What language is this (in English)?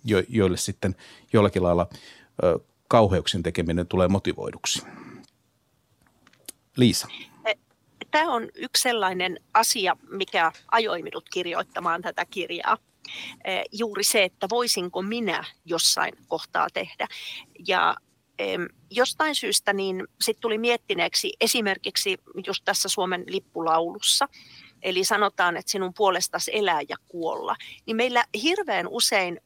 Finnish